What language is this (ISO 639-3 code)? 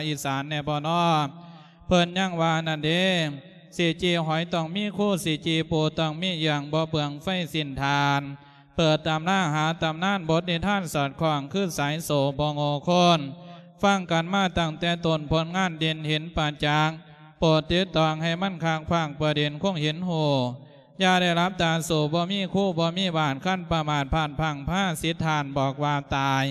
lao